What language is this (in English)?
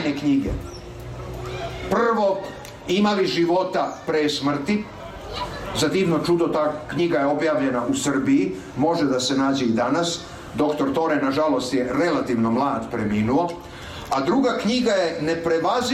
Serbian